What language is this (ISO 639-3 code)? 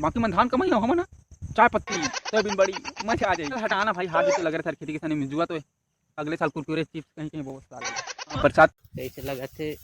hne